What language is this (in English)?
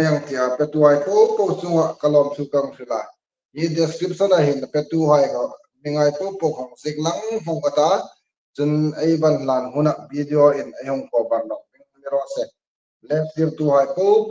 Hmar